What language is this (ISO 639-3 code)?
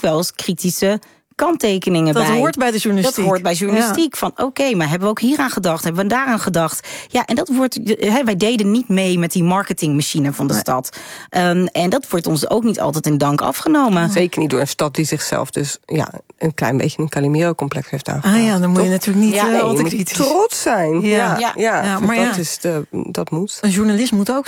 nld